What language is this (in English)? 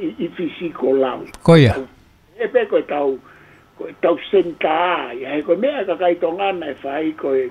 Tongan